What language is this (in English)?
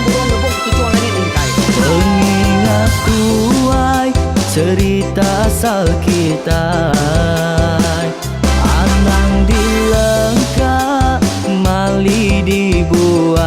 Iban